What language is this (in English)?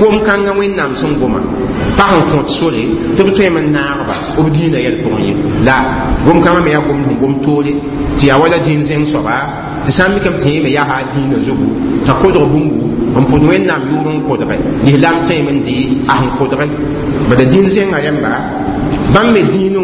Mossi